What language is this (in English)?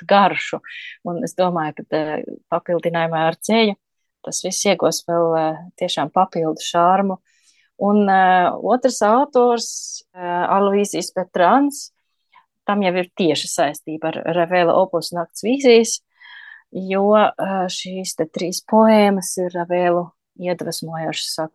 Latvian